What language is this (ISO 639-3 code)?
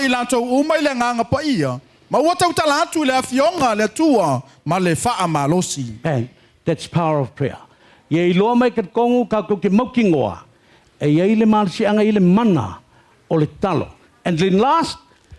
smo